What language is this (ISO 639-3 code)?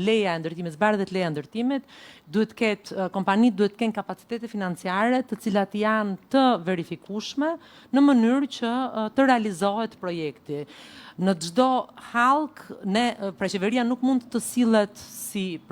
sqi